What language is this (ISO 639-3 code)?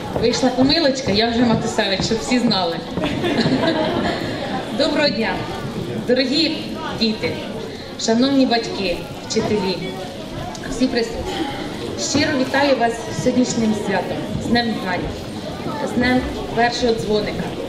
ukr